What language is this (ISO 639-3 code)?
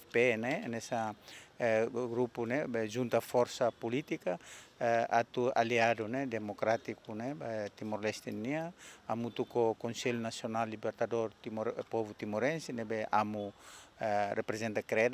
tet